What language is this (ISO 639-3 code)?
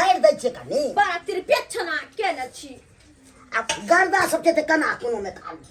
mai